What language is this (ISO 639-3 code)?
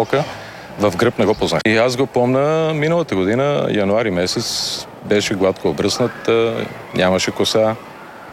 bul